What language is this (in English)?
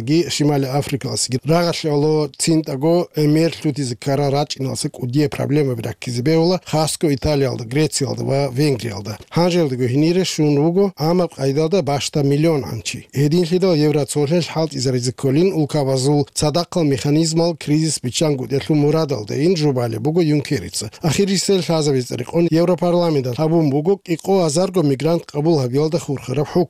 Avaric